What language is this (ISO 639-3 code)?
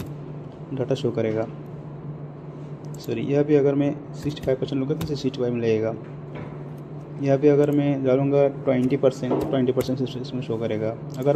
hin